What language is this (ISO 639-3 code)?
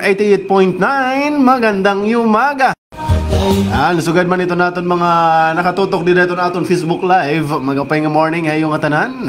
war